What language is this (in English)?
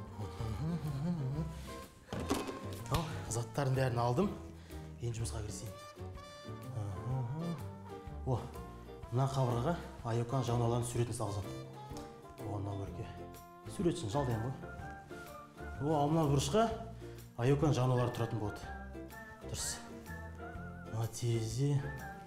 Kazakh